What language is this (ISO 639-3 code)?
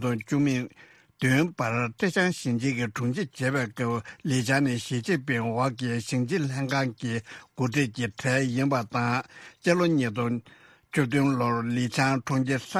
bod